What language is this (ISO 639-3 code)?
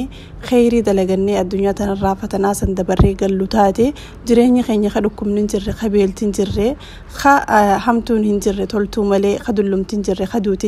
orm